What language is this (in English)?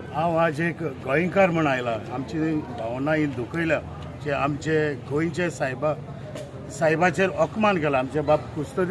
Konkani